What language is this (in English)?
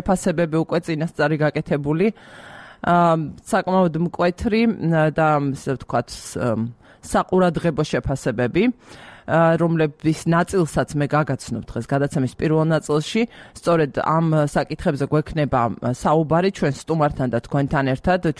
Georgian